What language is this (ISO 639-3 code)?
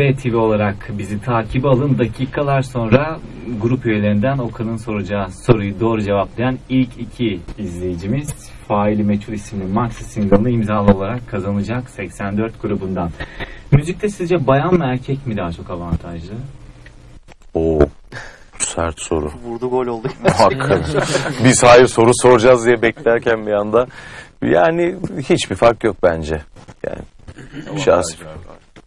tur